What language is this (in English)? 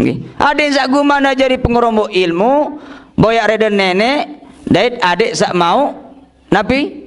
Sasak